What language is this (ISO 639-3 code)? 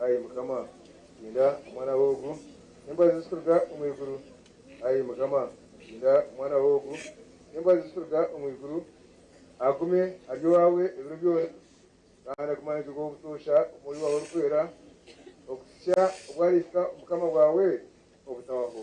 nyn